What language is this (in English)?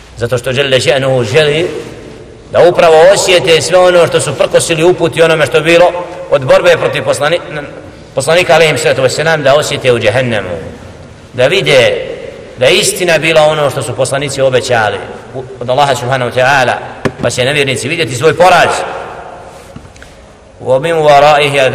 Bosnian